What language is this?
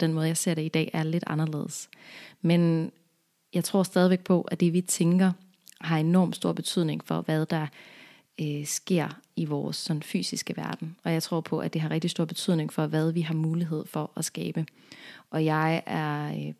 Danish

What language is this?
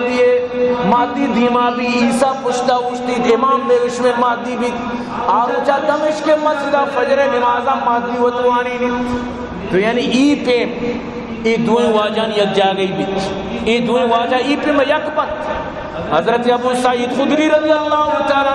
Baluchi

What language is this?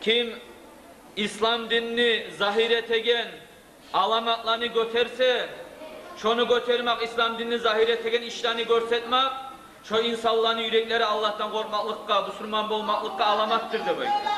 Kumyk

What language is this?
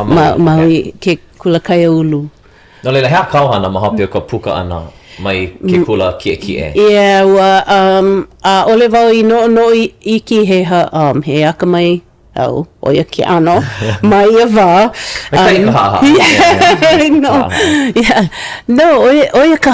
Hawaiian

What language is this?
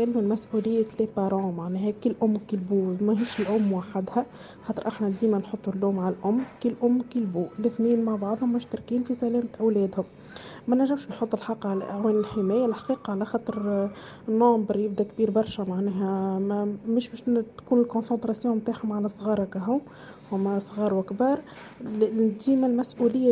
Tunisian Arabic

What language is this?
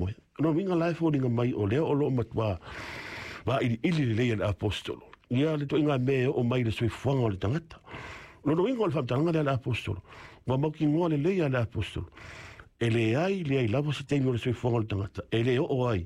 Samoan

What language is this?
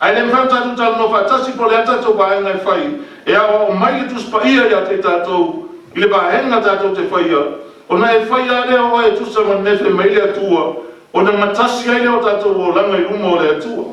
Samoan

